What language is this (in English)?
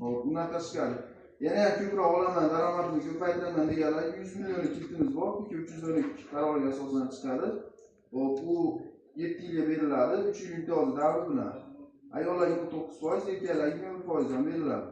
Uzbek